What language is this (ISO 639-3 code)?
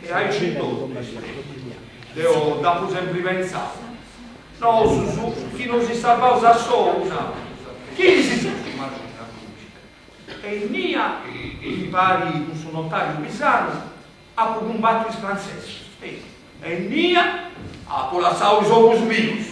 srd